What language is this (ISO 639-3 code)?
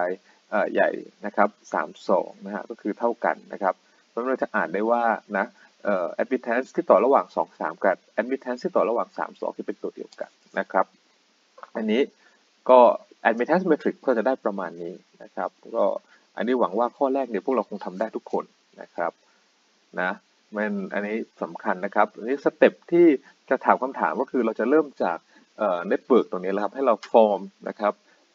tha